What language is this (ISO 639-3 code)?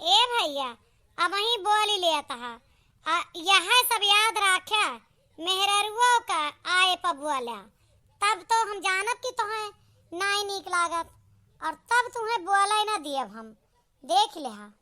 awa